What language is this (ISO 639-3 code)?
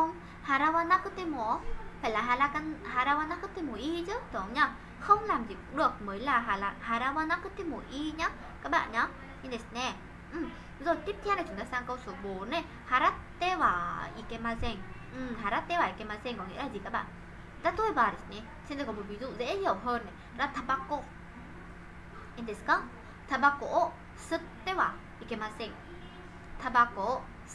vie